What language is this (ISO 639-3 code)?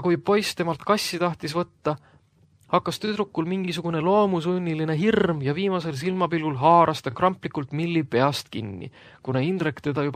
est